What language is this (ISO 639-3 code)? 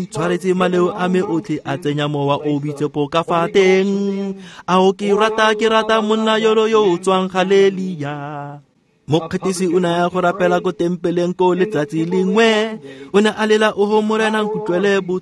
tsn